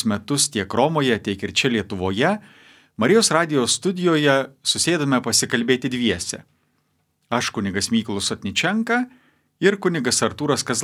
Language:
Lithuanian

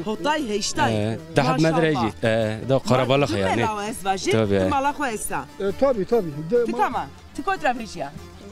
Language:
Zaza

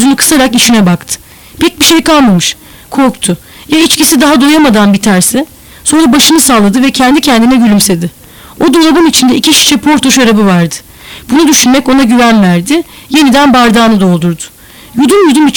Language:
Turkish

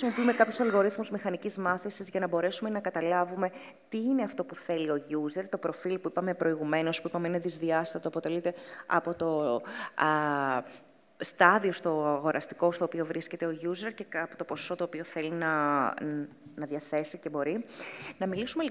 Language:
Greek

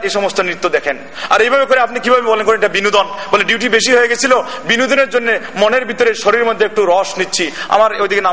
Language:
Bangla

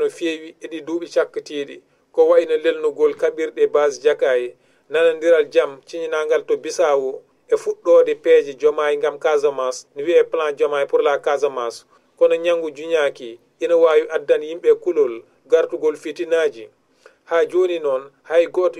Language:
Fula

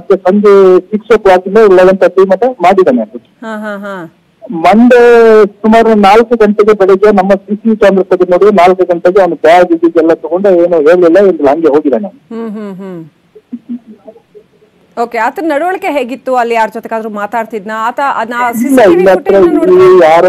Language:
Kannada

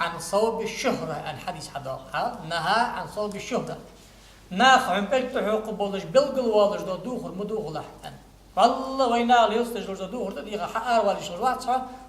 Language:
Ingush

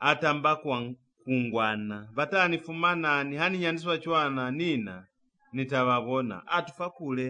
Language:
Lozi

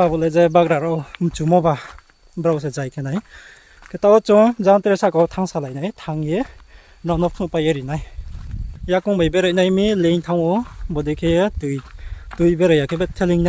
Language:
Riang (India)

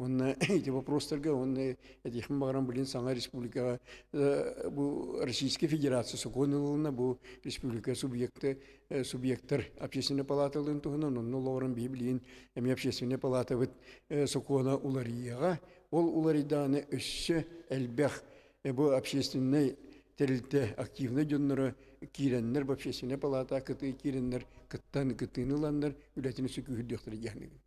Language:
Yakut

